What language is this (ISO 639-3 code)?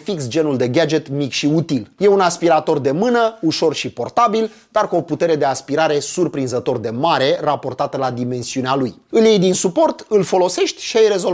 ron